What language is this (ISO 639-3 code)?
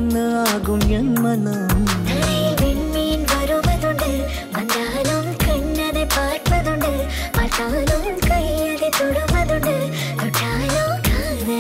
mal